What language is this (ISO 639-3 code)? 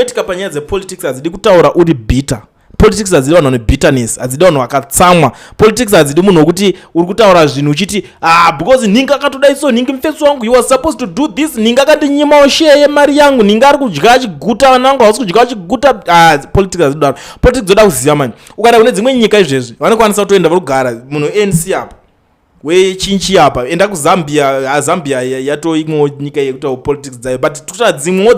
sna